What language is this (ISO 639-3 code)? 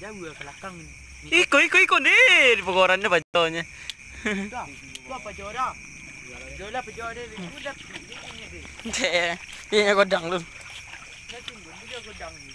min